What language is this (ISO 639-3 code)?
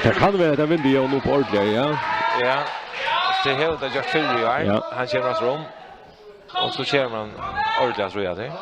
fao